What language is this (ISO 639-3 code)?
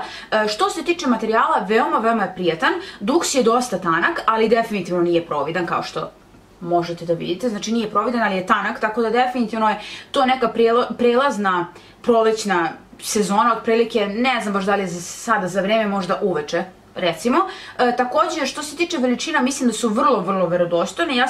srp